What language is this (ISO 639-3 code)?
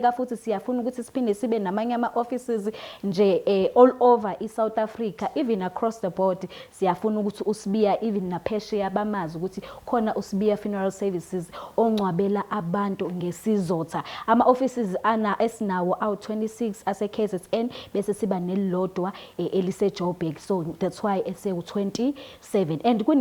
zul